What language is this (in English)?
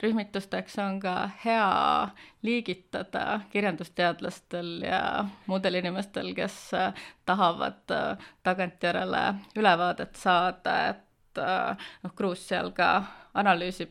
Estonian